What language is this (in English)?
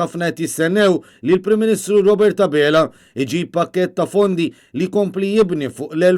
Maltese